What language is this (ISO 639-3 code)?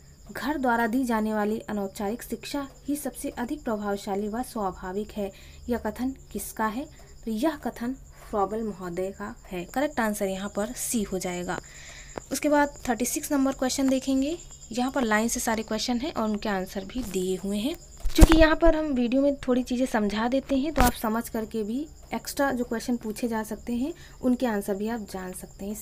hin